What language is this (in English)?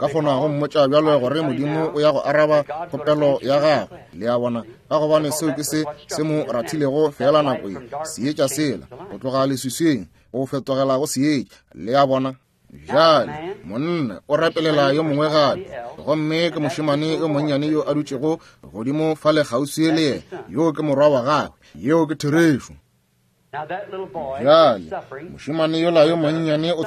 Northern Sotho